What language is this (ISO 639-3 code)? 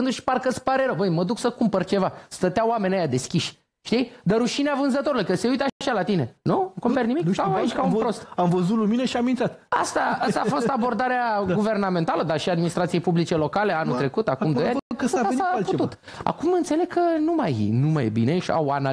ron